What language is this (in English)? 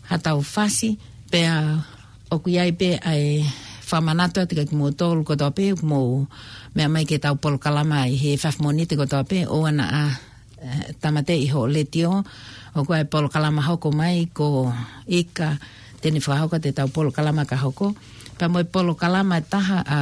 Tongan